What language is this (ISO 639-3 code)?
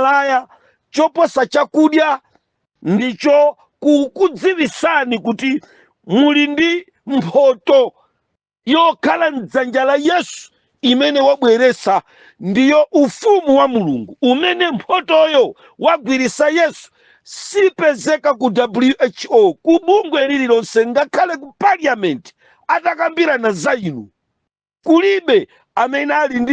nya